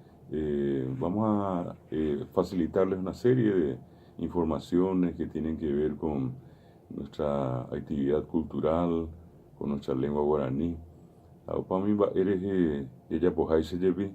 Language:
Guarani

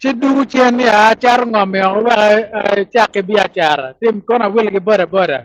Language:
Acoli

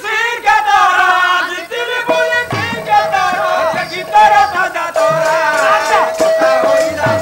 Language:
Odia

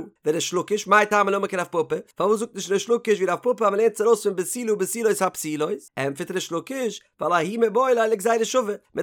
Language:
Yiddish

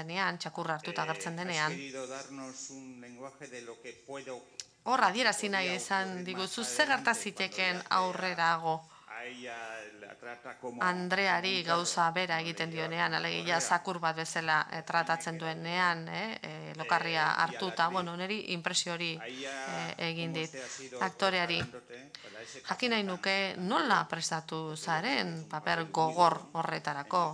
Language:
Basque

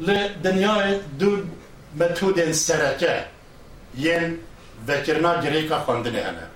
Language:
Kurdish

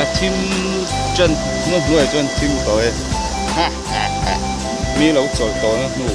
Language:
Mizo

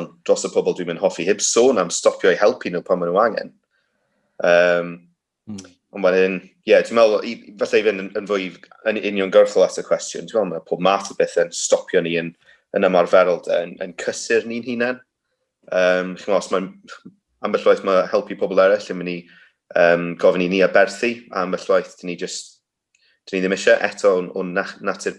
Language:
Welsh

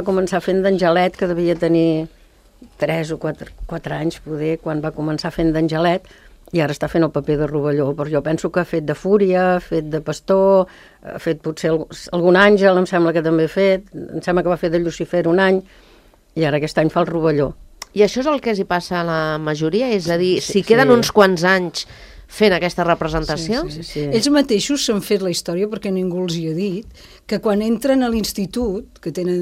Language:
Catalan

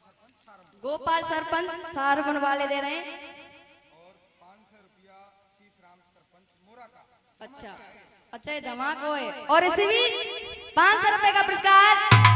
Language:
Hindi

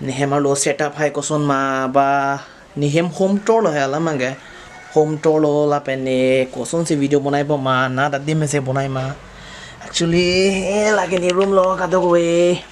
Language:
Karbi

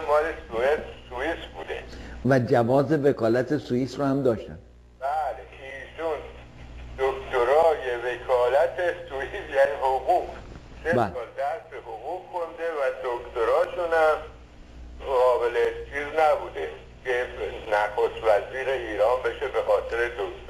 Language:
Persian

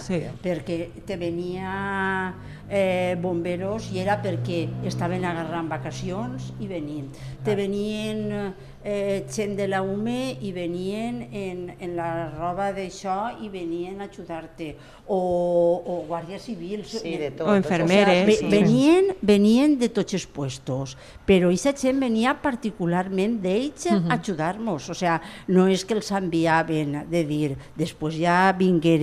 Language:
Catalan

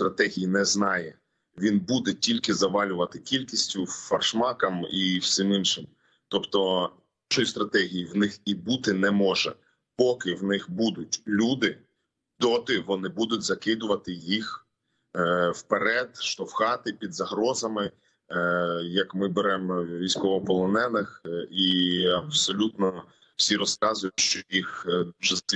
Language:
Ukrainian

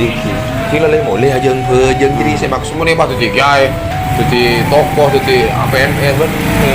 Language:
Madurese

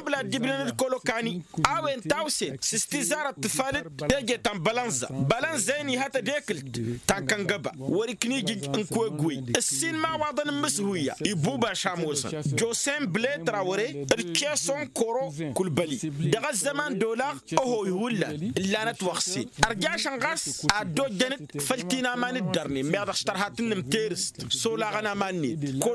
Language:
Tamasheq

